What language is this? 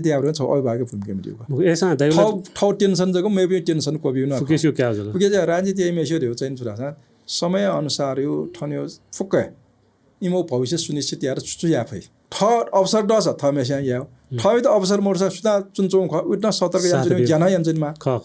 Newari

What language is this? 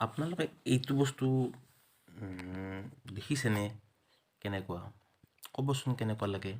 Assamese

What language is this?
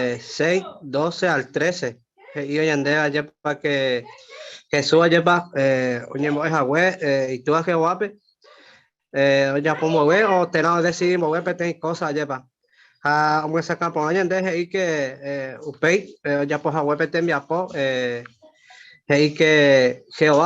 Guarani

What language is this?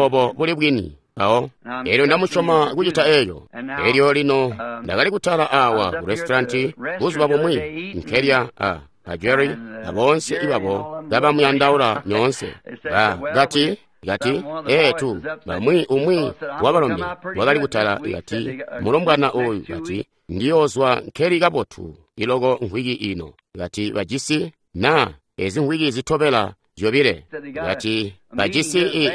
Tonga (Zambia)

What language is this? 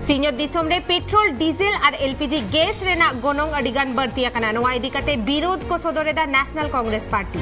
Santali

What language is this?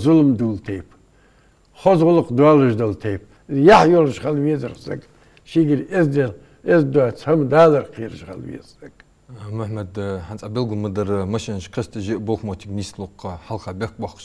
Ingush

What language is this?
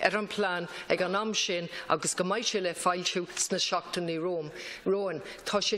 Irish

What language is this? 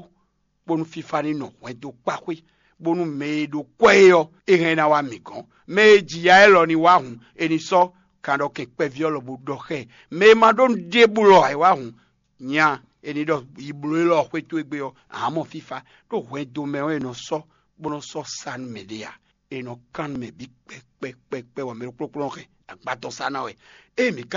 Fon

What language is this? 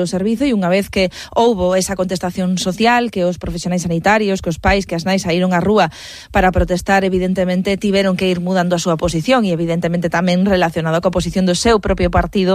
Galician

